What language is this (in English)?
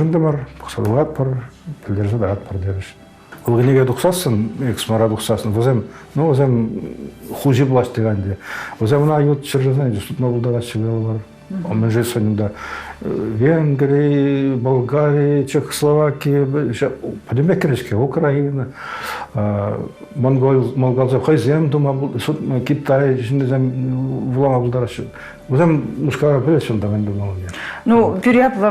Chuvash